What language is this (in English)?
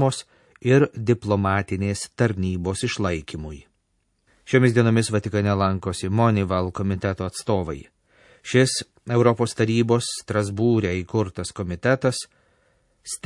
Lithuanian